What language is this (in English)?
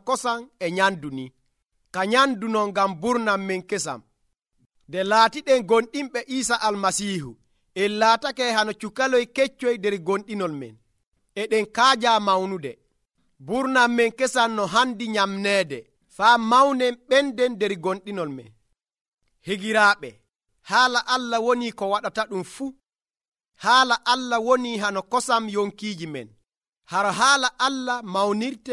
Nigerian Fulfulde